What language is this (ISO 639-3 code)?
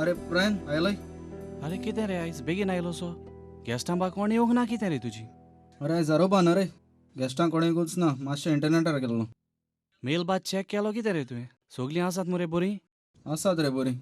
kok